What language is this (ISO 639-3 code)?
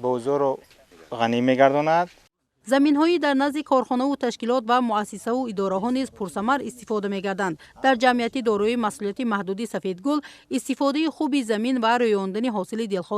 tgk